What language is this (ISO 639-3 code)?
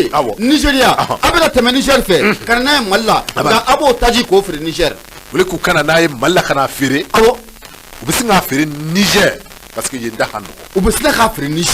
bam